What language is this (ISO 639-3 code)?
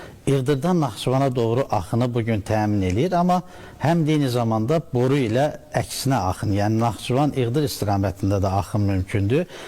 aze